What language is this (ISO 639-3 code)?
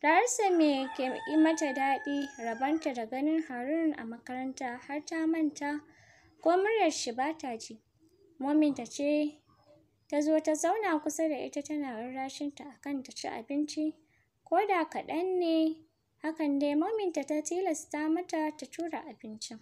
hau